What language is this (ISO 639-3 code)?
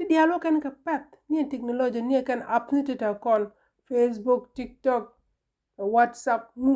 nus